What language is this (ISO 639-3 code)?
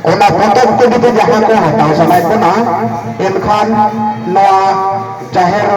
sat